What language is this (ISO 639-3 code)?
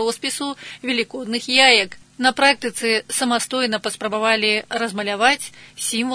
bel